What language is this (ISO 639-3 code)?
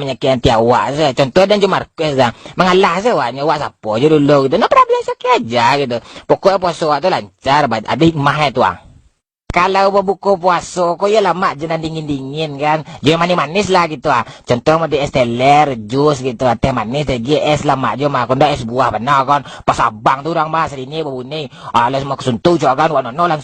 min